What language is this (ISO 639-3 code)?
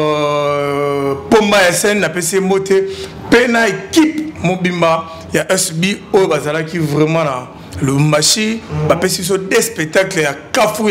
lin